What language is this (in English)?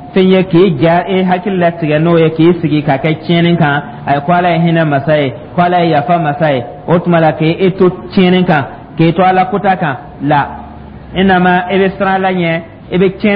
Dyula